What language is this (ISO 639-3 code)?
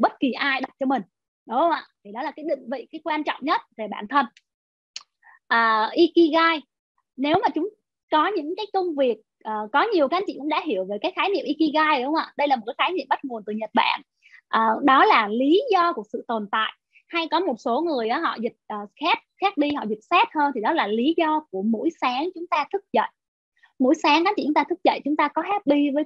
vie